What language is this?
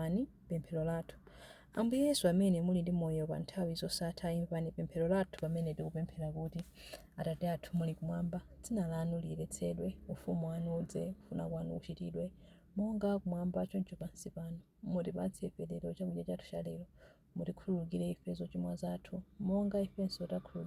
Nyanja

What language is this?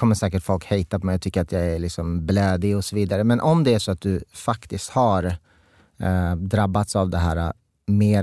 Swedish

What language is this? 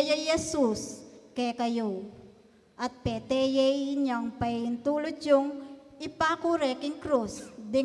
Pampanga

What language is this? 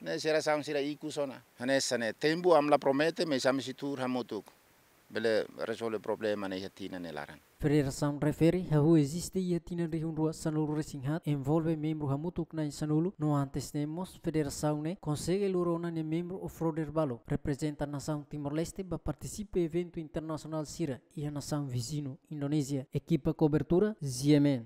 Tetum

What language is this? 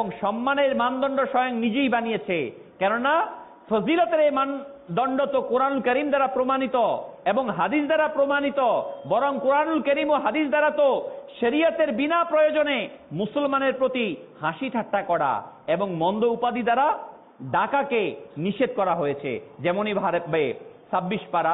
Bangla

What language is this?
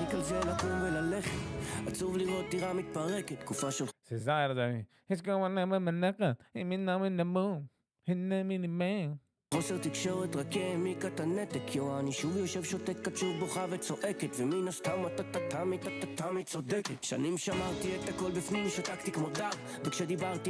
Yiddish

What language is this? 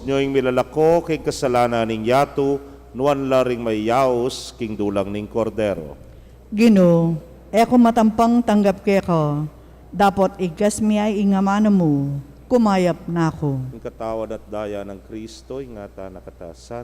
Pampanga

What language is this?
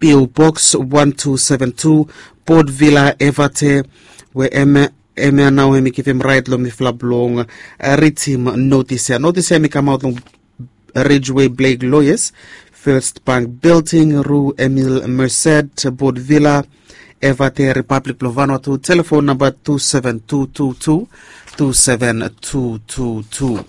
Bislama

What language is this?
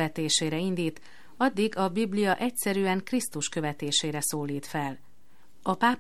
Hungarian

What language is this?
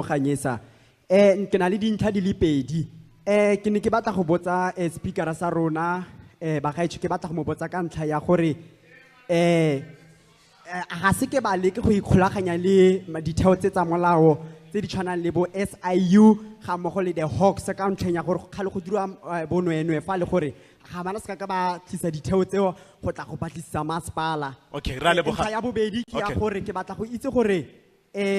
Tswana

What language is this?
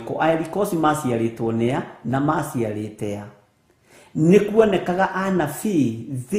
Kikuyu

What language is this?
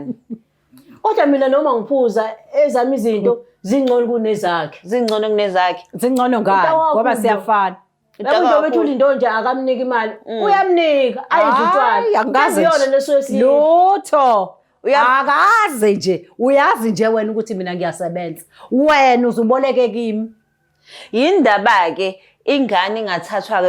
Zulu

